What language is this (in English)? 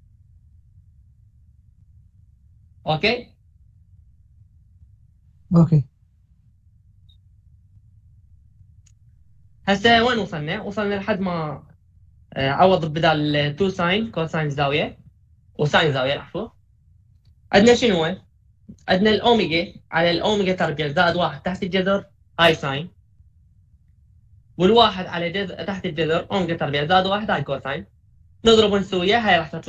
Mesopotamian Arabic